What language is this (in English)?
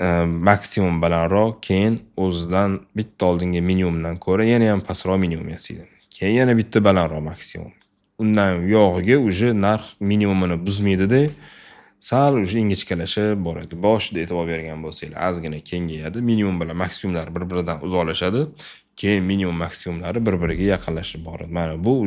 Uzbek